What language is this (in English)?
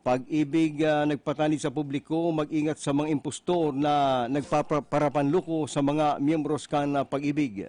Bikol